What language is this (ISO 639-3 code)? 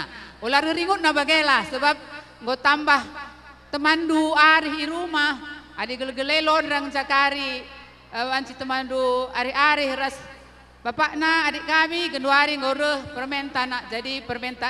btx